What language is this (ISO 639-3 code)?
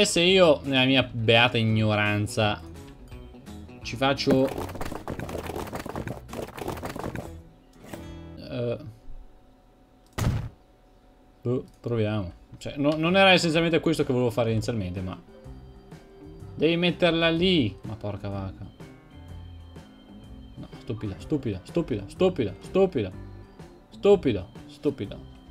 ita